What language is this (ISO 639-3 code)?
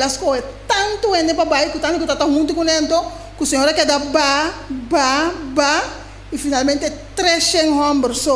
pap